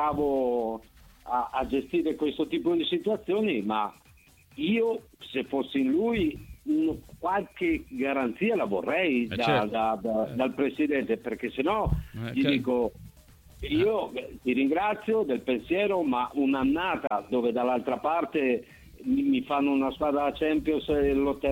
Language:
Italian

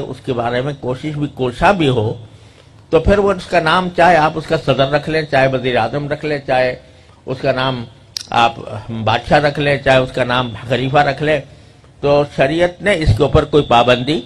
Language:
Urdu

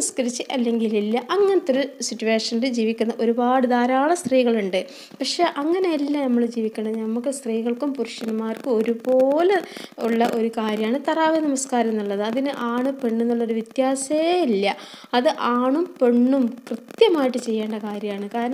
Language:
Malayalam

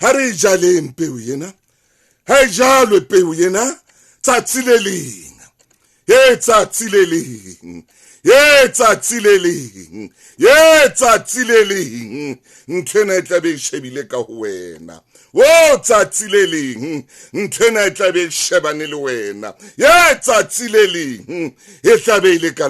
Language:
Southern Sotho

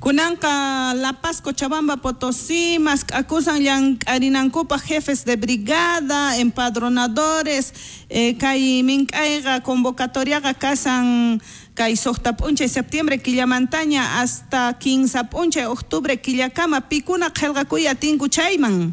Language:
South Bolivian Quechua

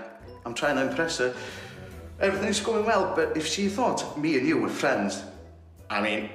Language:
English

